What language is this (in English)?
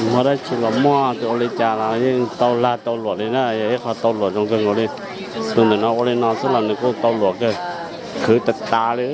Hmong